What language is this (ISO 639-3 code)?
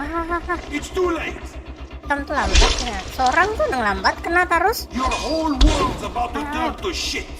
bjn